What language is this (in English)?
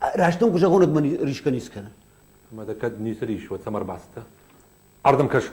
Ossetic